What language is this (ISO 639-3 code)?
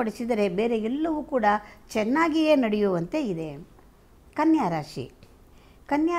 kan